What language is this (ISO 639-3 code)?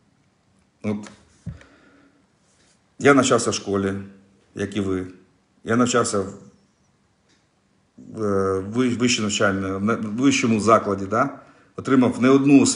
ukr